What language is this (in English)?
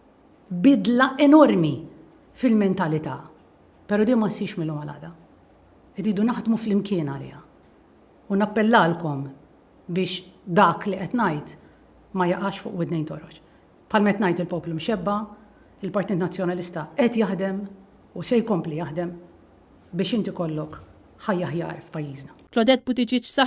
Maltese